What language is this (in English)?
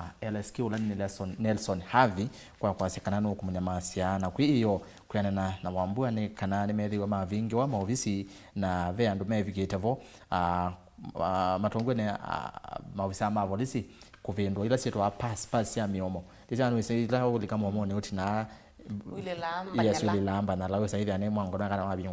Kamba